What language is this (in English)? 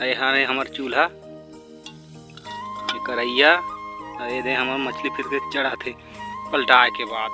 Chhattisgarhi